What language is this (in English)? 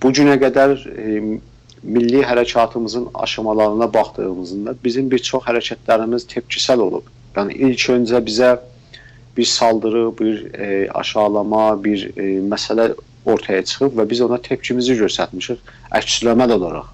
South Azerbaijani